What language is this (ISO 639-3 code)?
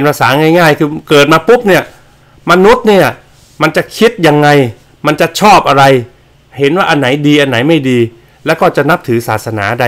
tha